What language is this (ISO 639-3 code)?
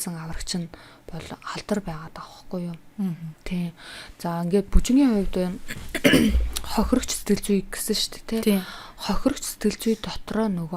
mon